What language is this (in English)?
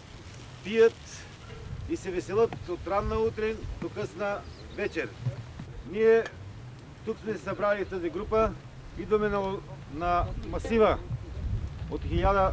Bulgarian